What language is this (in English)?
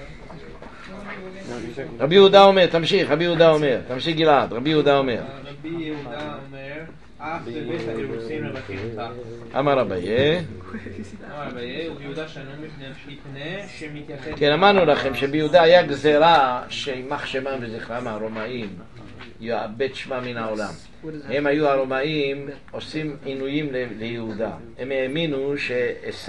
Hebrew